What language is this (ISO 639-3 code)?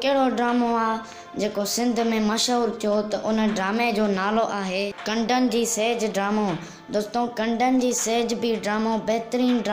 snd